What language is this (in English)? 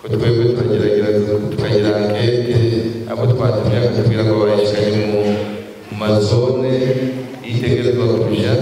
Rundi